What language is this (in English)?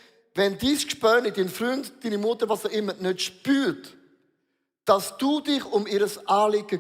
Swiss German